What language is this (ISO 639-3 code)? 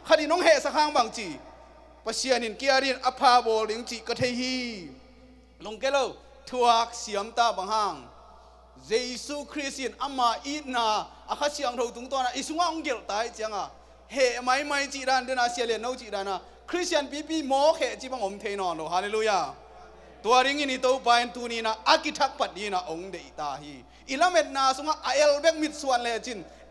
ctd